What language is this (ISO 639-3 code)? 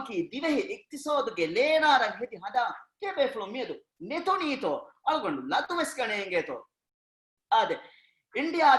div